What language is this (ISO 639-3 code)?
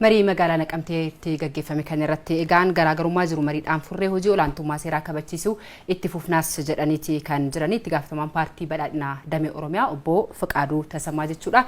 orm